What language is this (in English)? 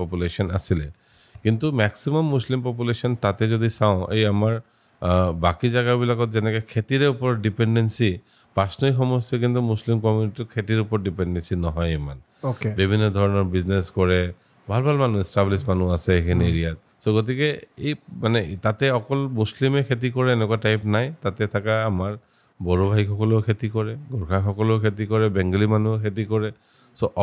Assamese